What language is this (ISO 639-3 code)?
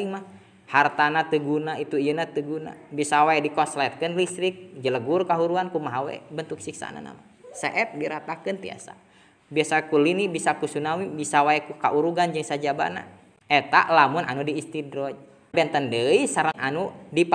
sun